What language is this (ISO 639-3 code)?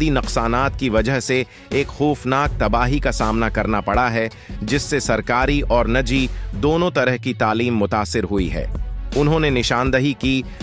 urd